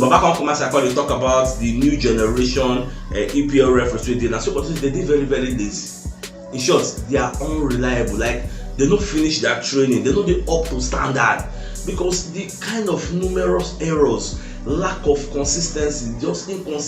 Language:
Nigerian Pidgin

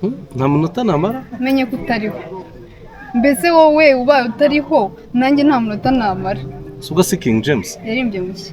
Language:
Kinyarwanda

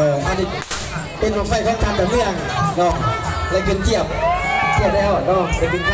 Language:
Lao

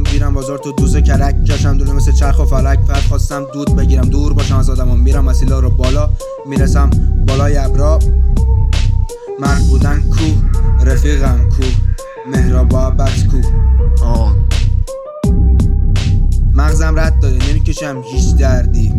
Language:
Persian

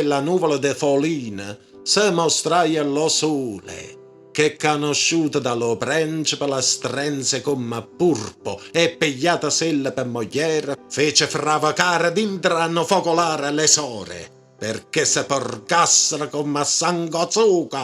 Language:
Neapolitan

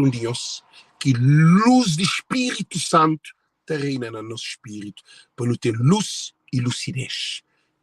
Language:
Kabuverdianu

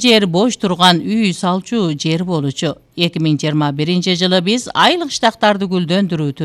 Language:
Kyrgyz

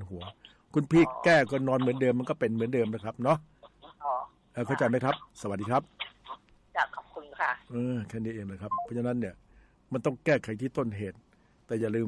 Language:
Thai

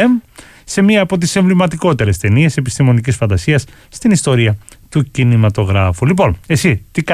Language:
Greek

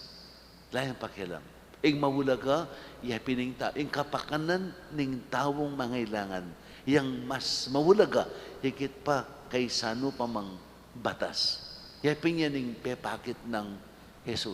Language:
Pampanga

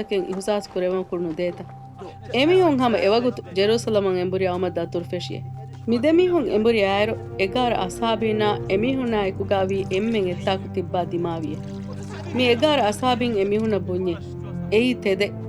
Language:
Divehi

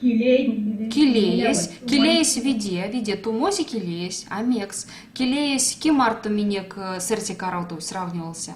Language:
Erzya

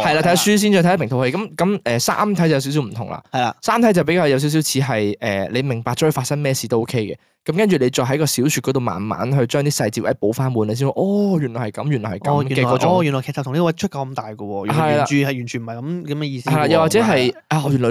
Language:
Cantonese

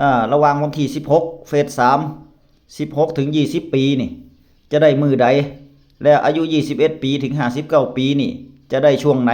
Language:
Northeastern Thai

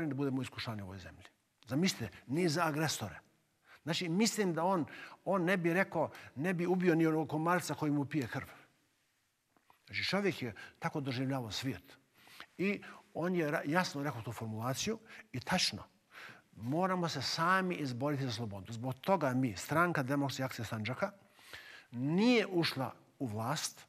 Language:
Bosnian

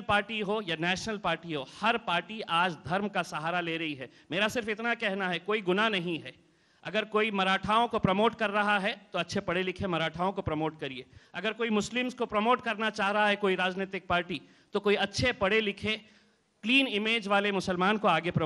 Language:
Hindi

